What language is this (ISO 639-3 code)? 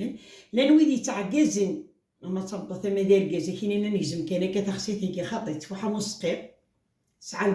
kab